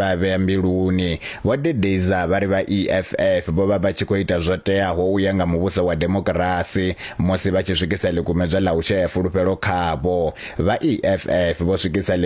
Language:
Venda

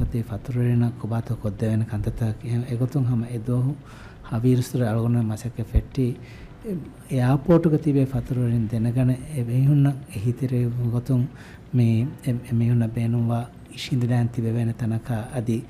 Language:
Divehi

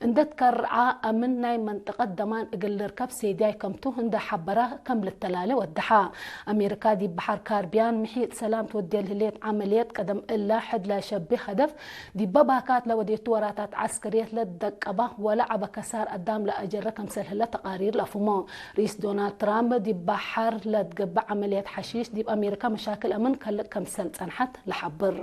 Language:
Tigre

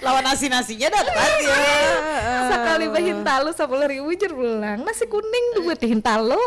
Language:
Banjar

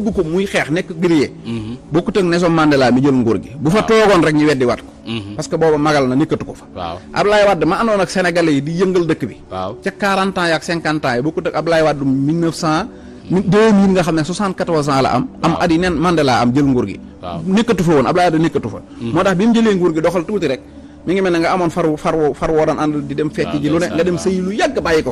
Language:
Wolof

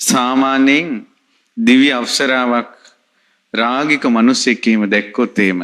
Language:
Sinhala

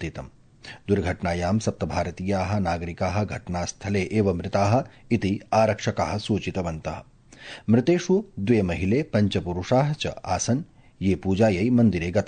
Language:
Sanskrit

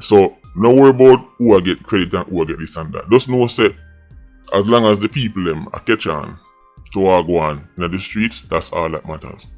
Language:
Jamaican Creole English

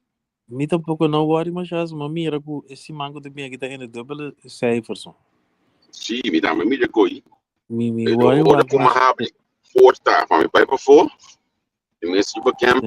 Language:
Papiamento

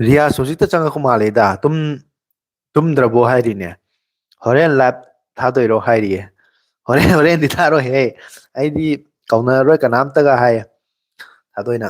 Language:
Manipuri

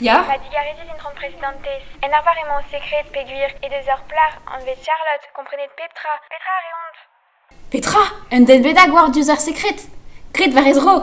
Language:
Breton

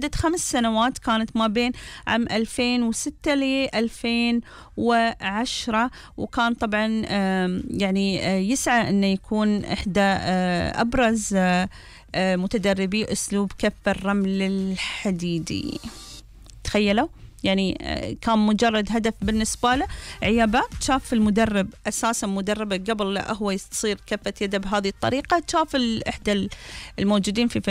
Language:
Gulf Arabic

